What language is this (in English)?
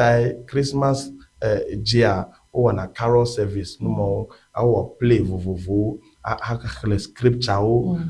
Ewe